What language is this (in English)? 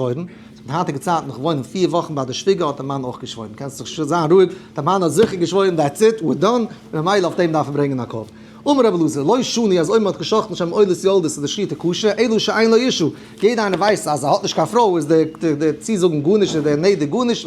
Yiddish